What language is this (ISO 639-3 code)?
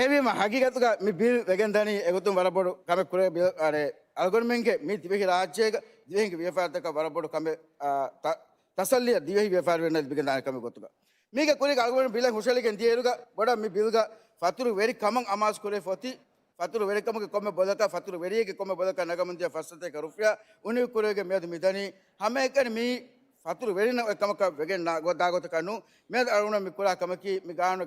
div